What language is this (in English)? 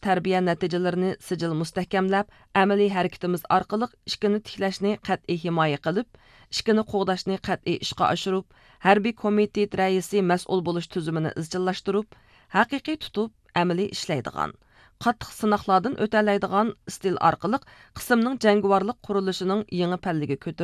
Uyghur